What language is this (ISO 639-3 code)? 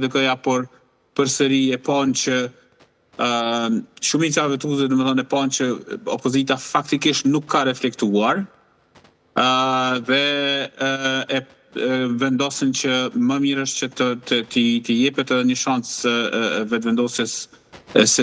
sqi